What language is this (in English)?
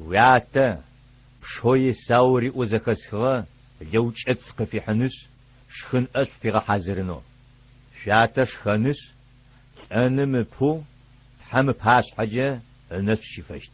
Adyghe